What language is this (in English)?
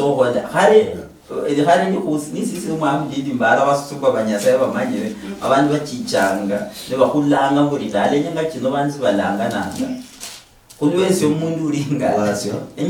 Luyia